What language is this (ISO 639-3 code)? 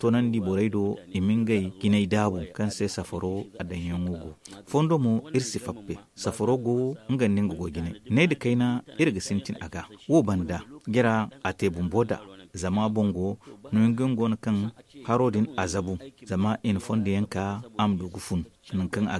dje